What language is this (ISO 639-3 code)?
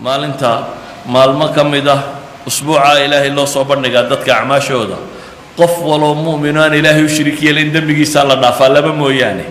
som